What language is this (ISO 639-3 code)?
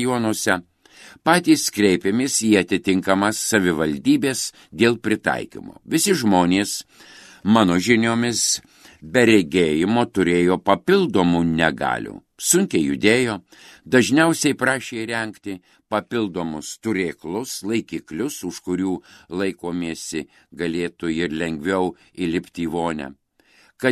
lit